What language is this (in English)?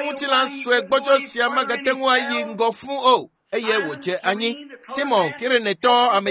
Ewe